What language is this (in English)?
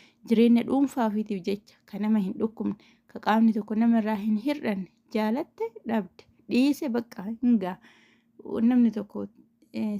Oromo